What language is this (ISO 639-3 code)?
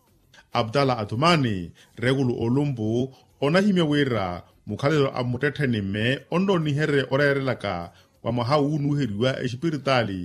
vmw